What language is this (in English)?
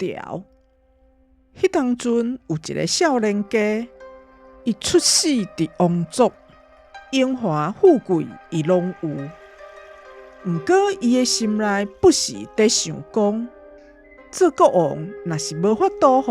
Min Nan Chinese